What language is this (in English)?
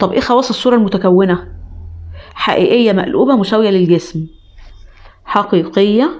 Egyptian Arabic